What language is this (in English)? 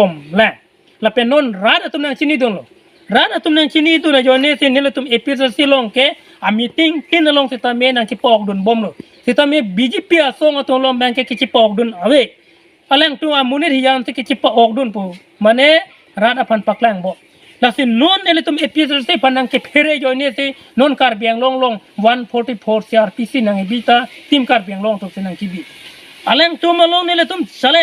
Karbi